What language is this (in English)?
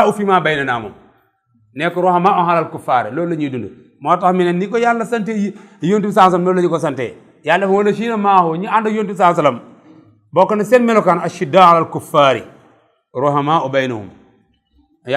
Wolof